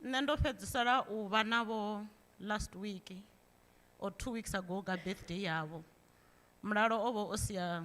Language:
Venda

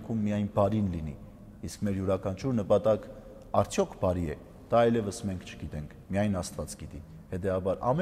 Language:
Armenian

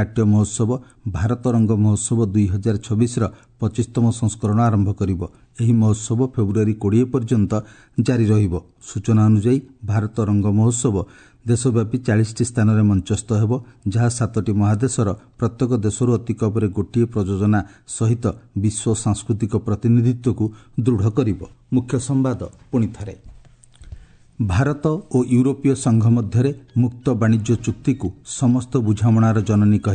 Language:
Odia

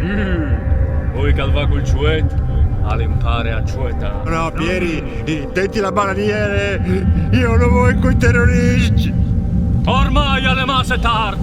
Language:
Friulian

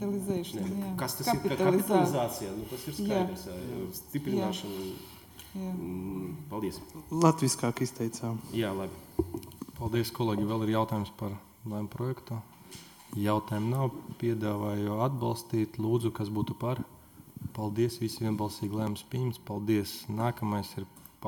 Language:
Latvian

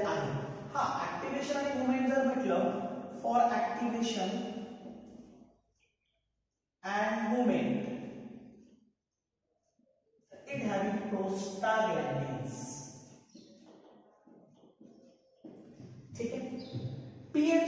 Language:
Marathi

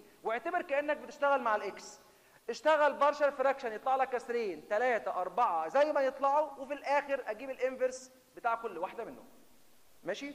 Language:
Egyptian Arabic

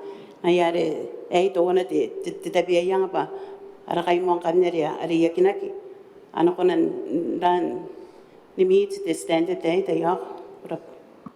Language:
Gilbertese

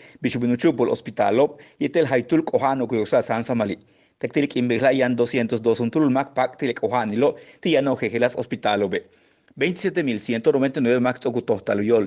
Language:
Yucateco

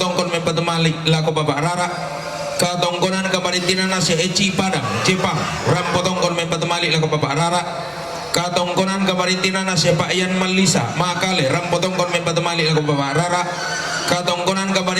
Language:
Toraja-Sa'dan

